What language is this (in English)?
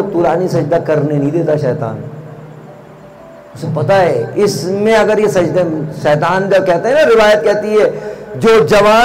Urdu